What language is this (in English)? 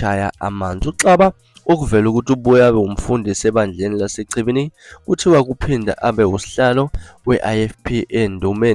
Zulu